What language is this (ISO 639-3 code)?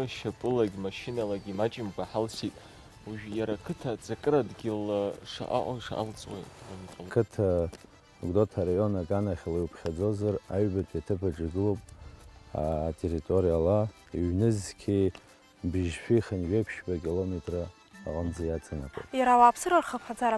abk